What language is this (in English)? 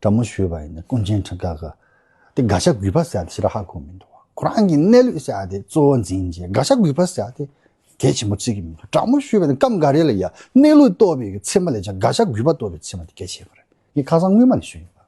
Tibetan